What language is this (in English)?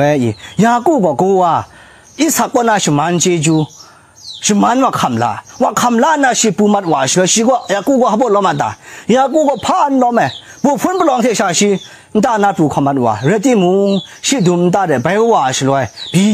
Kachin